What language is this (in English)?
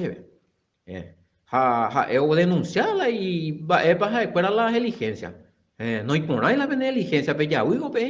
Guarani